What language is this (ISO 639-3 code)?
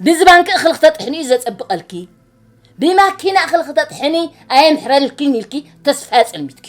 tir